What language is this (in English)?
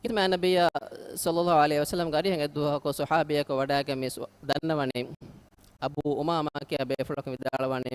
Divehi